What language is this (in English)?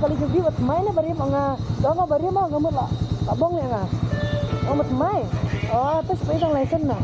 Khasi